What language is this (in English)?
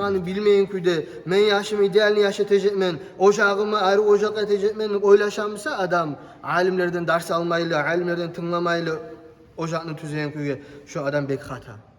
Kumyk